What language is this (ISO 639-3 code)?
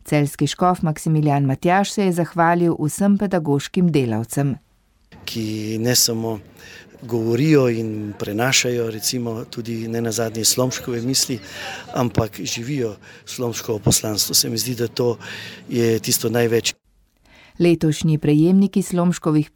slv